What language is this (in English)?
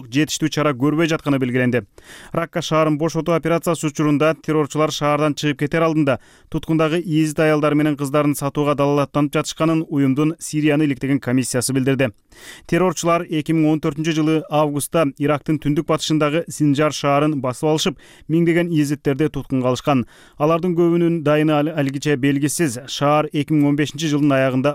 Kyrgyz